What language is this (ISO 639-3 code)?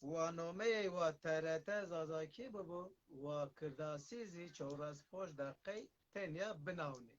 zza